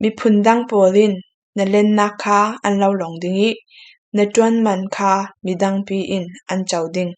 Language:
Falam Chin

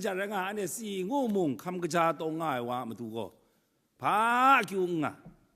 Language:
Kachin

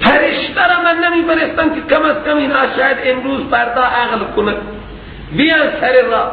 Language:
Persian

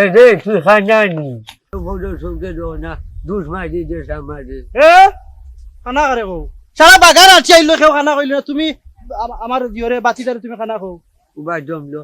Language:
Sylheti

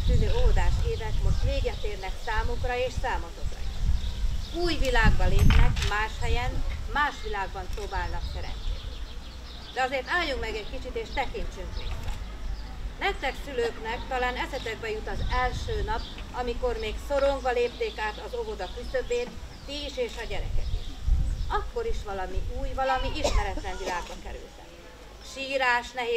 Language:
Hungarian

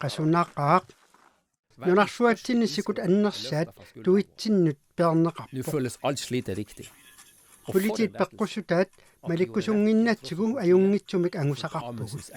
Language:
Kalaallisut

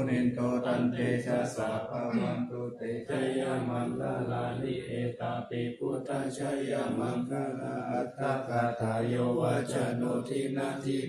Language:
Pali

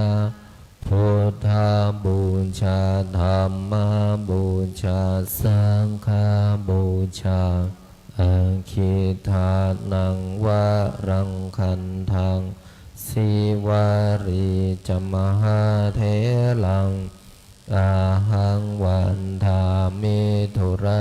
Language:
Pali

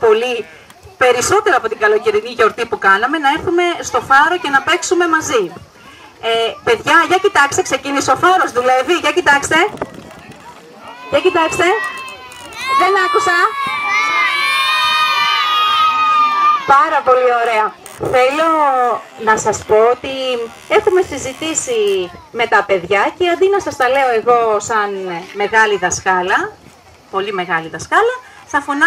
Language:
Greek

